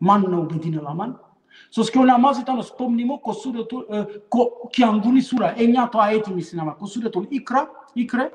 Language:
Balkan Romani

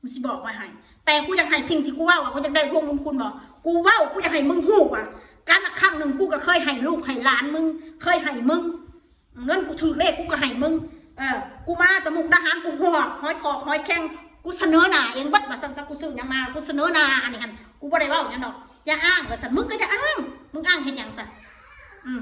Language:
Northeastern Thai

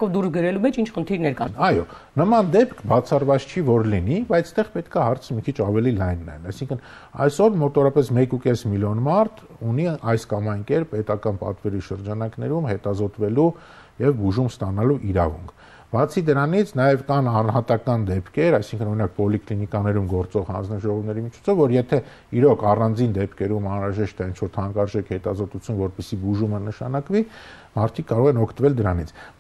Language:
Armenian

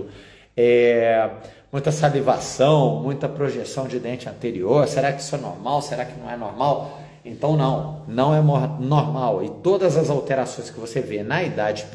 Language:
Portuguese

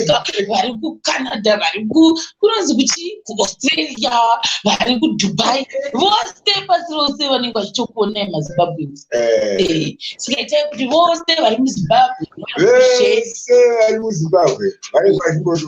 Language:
Shona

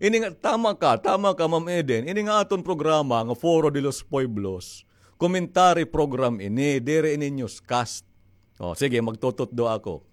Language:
Waray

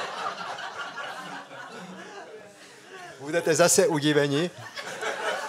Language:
Czech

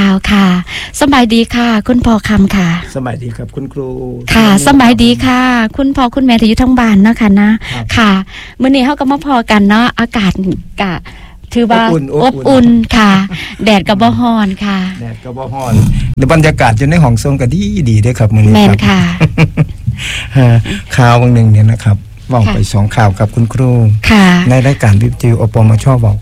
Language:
Thai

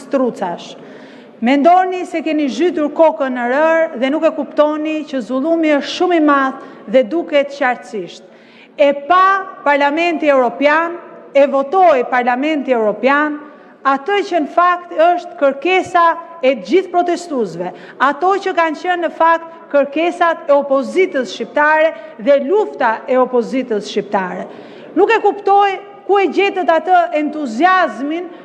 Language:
Albanian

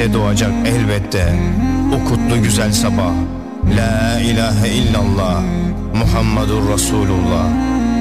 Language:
Turkish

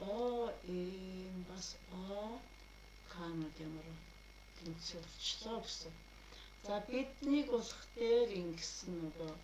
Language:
Mongolian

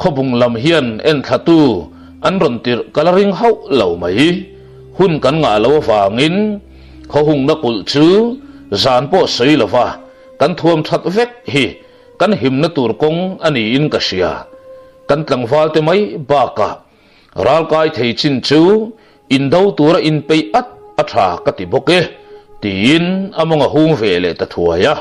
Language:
Mizo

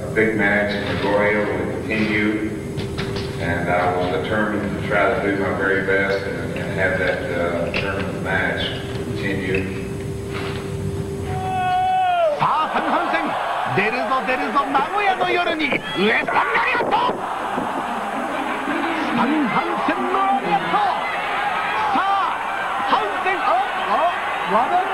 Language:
Japanese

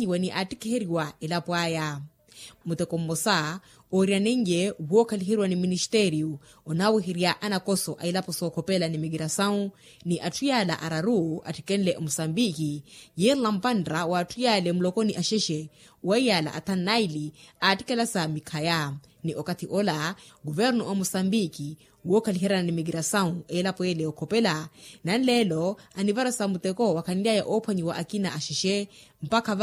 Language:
Makhuwa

